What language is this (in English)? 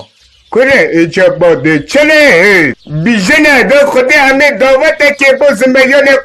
Kurdish